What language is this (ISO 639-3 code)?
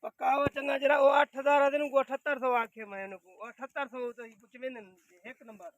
skr